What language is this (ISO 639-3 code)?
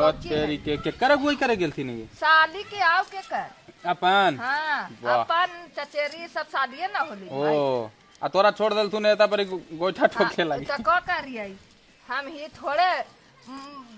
mag